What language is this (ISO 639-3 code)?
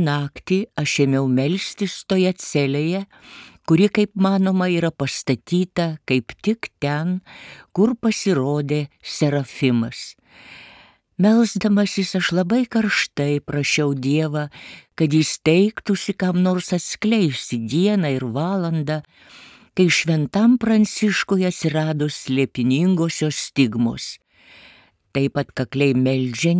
lit